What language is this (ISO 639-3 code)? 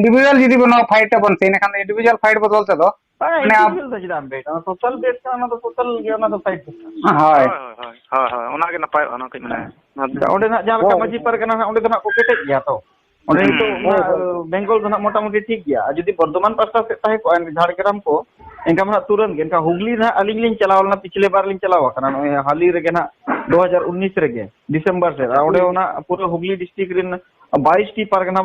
sat